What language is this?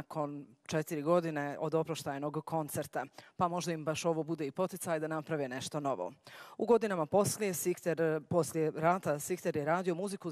Bosnian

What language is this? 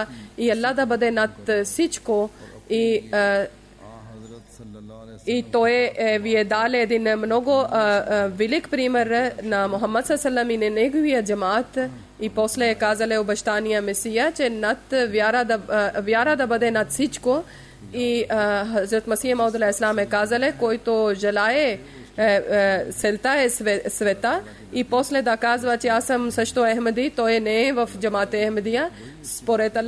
Bulgarian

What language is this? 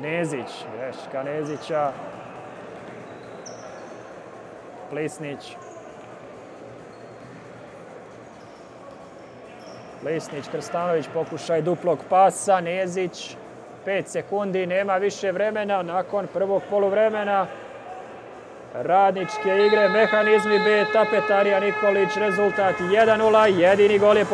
Serbian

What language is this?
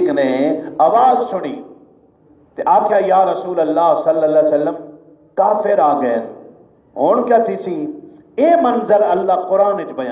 Saraiki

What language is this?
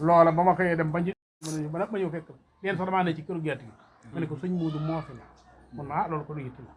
Wolof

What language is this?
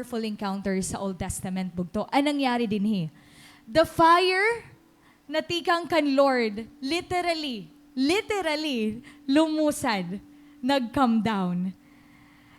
Waray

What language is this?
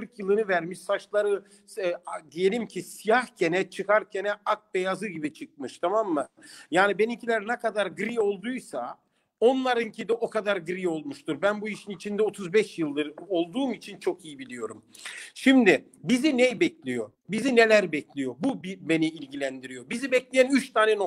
Turkish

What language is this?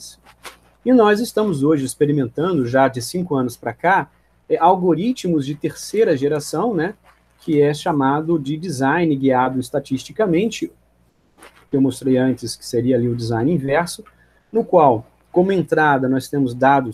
Portuguese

